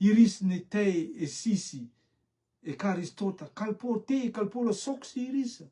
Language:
Rotuman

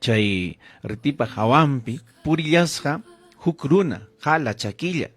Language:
Ayacucho Quechua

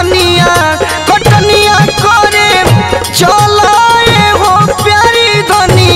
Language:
Bhojpuri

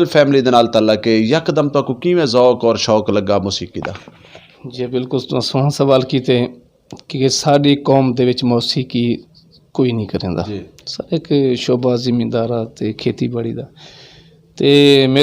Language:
Saraiki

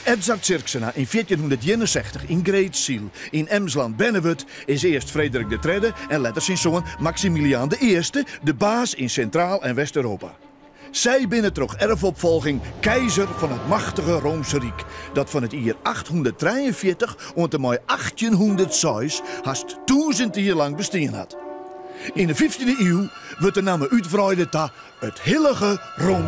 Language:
Western Frisian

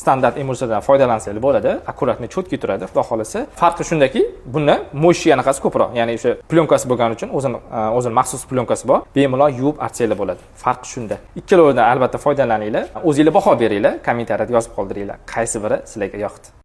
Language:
Uzbek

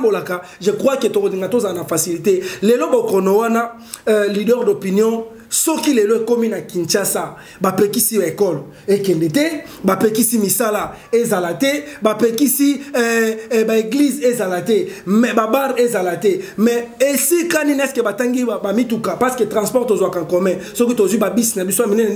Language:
Lingala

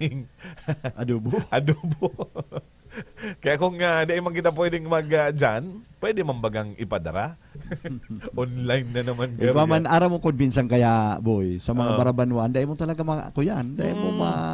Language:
Bikol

